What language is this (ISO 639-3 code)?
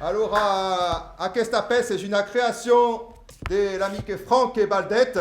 oci